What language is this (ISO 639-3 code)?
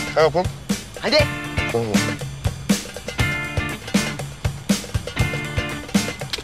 tur